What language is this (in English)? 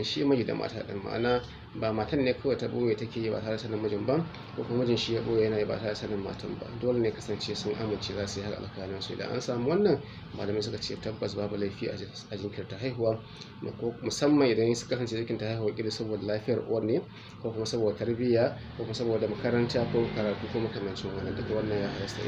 Hausa